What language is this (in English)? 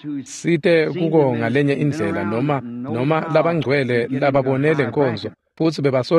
Swati